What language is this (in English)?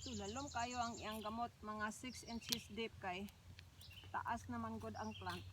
Cebuano